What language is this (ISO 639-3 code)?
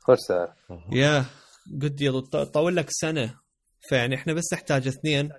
acm